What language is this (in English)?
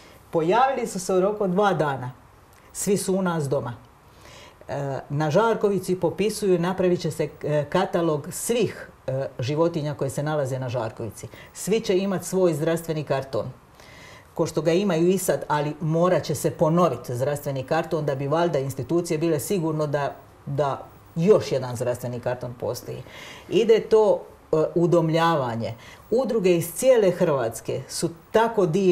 Croatian